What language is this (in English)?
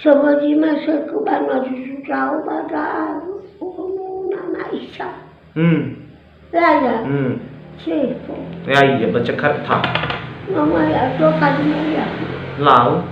Nias